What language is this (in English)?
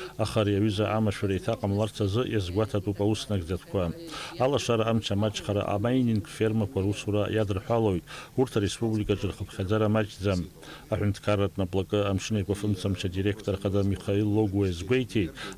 Abkhazian